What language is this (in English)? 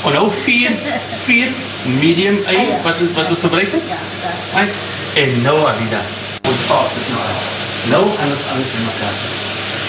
Afrikaans